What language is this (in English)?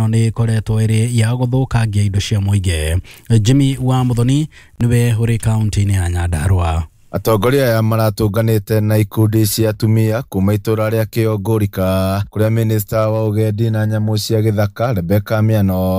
Kikuyu